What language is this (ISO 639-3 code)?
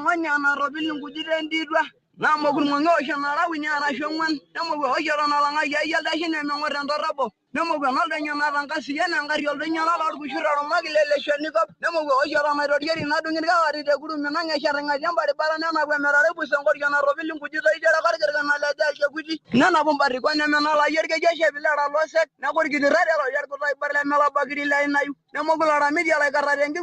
mas